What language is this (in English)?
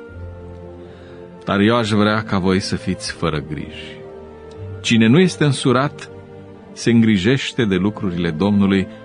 Romanian